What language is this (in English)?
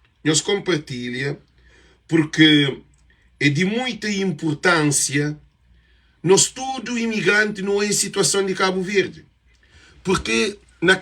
Kabuverdianu